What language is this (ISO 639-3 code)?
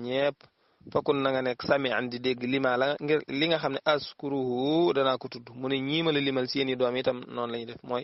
wol